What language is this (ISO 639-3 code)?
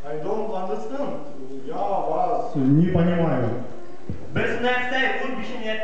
bak